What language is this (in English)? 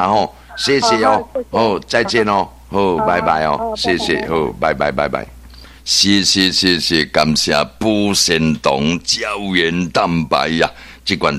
Min Nan Chinese